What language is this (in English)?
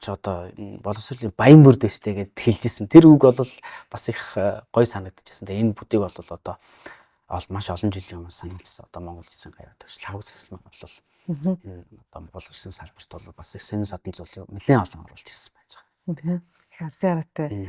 Mongolian